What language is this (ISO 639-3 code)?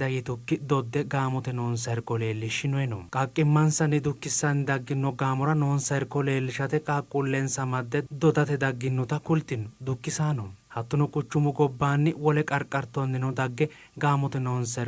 sid